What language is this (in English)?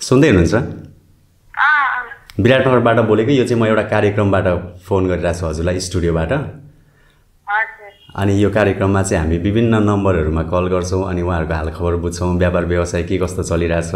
Nepali